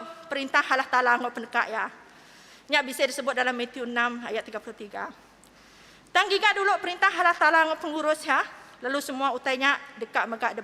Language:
Iban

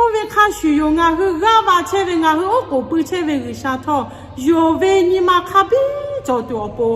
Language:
Lahu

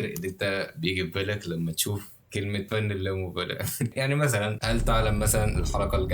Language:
Egyptian Arabic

